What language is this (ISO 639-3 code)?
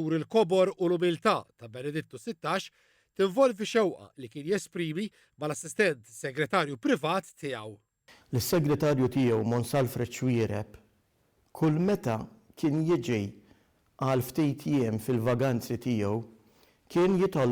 mlt